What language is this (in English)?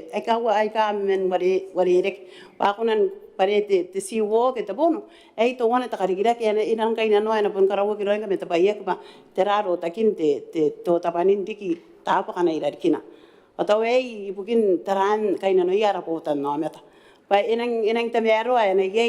Gilbertese